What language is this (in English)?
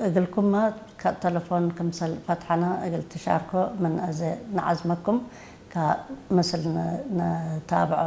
Tigre